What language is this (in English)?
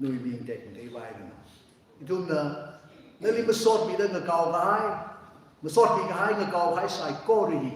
Tangkhul Naga (India)